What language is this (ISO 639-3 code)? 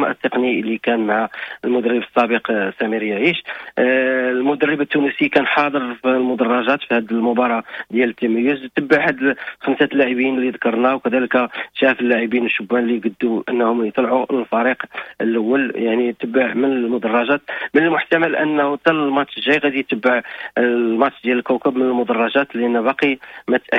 ary